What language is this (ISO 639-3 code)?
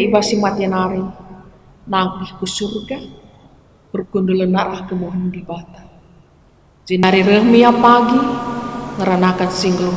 btx